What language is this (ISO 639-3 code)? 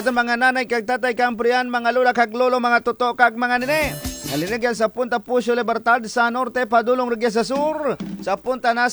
krj